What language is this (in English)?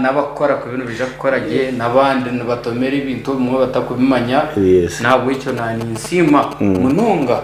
Nyankole